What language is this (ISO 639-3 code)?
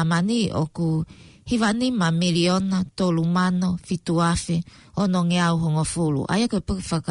ton